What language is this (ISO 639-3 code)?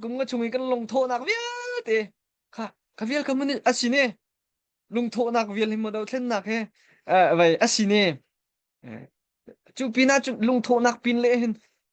cnh